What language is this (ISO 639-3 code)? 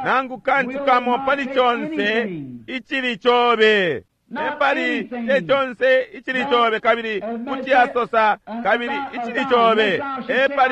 bem